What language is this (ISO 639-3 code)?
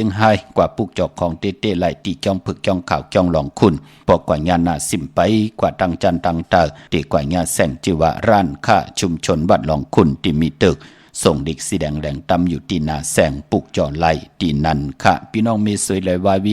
shn